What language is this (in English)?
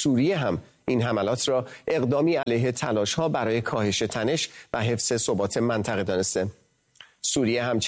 Persian